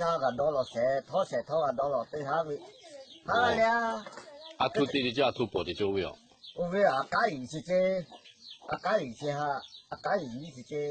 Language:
Lahu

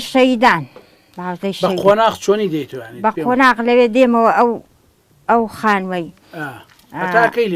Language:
Central Kurdish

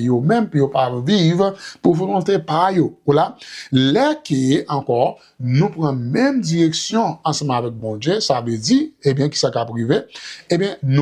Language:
Haitian Creole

